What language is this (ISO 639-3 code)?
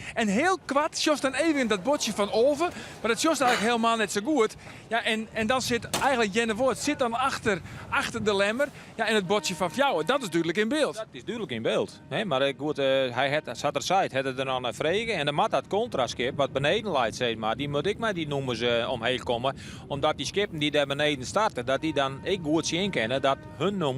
fry